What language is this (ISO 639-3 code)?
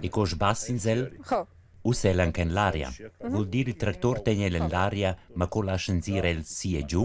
roh